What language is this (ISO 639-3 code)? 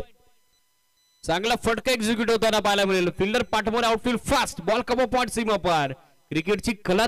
mar